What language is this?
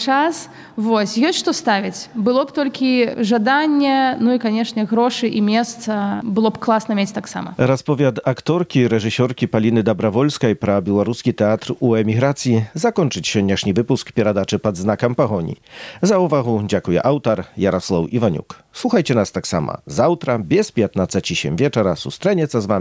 Belarusian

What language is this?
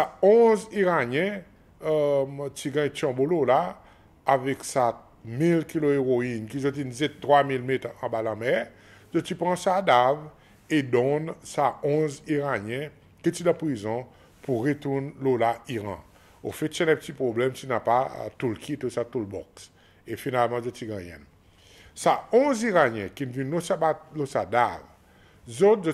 Seselwa Creole French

